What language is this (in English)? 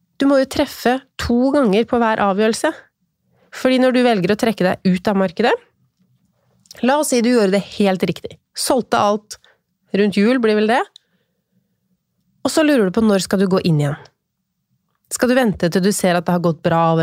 Norwegian